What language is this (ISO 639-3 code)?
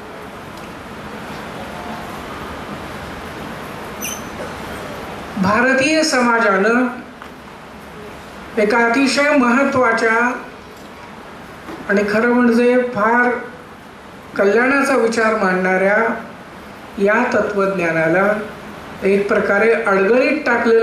mar